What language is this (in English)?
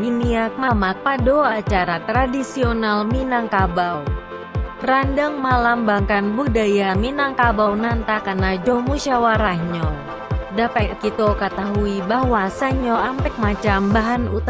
Minangkabau